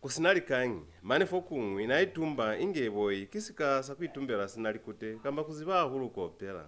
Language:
Lozi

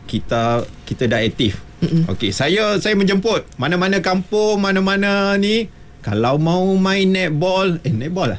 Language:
Malay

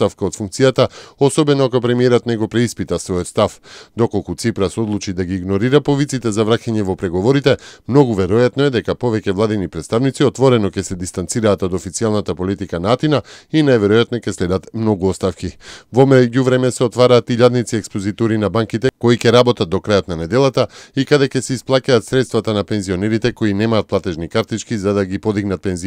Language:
Macedonian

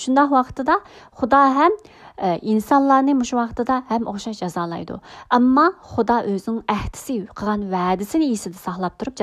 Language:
Uyghur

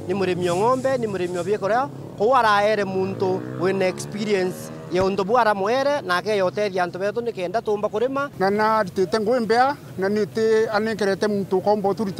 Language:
Meru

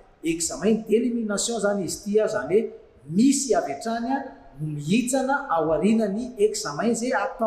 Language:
Malagasy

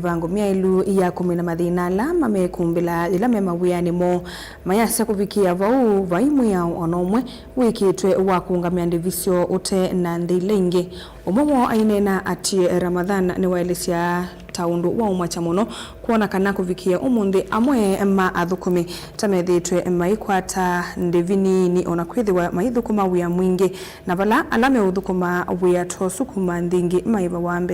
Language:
Kamba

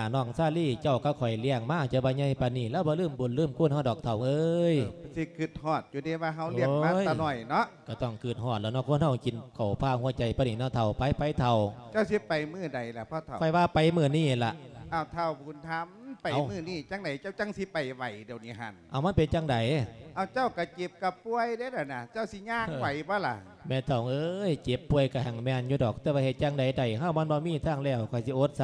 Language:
Lao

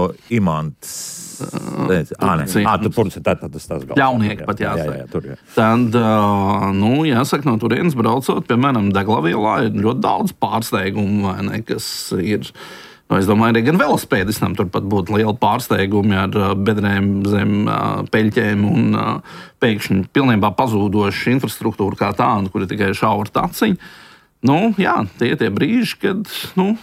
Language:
Latvian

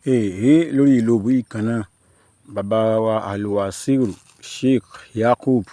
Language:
Yoruba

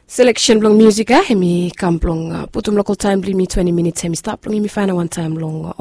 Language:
Bislama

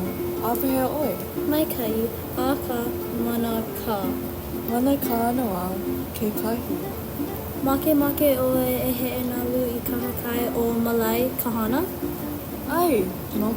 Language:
Hawaiian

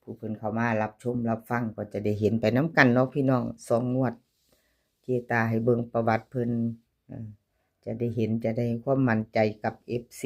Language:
Northeastern Thai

